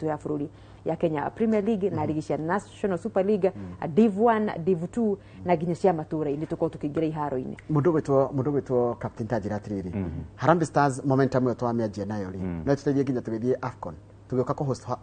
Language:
Kikuyu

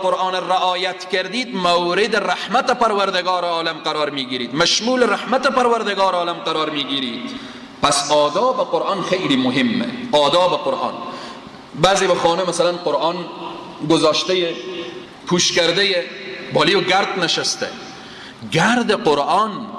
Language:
Persian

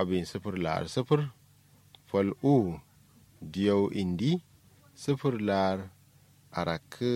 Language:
Kanuri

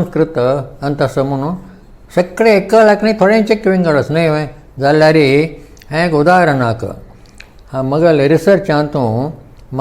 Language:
Konkani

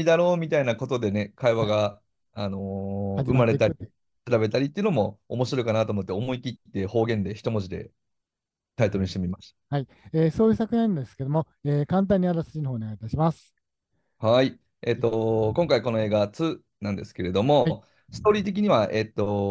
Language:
Japanese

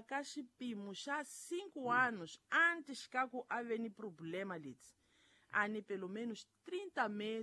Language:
Tsonga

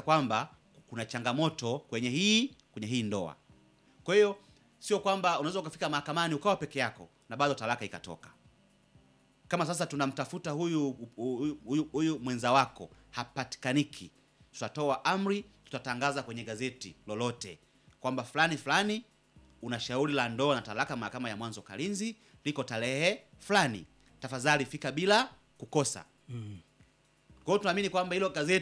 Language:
Swahili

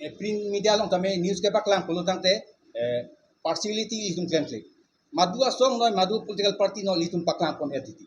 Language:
Karbi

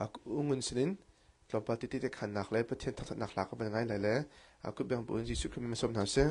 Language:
Hakha Chin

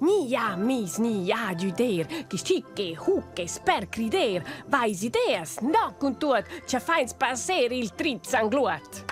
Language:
Romansh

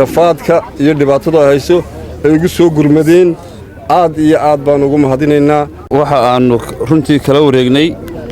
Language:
Somali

